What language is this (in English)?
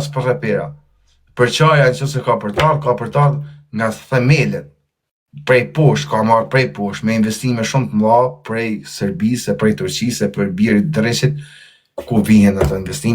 Albanian